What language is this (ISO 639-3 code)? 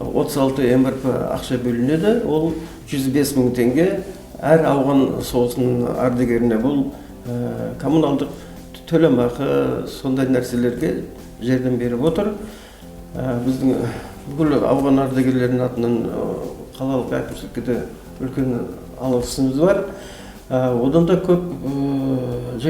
kaz